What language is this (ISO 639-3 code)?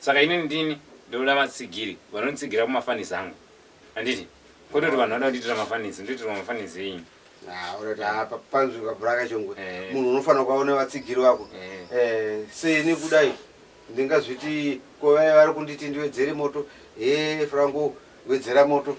sna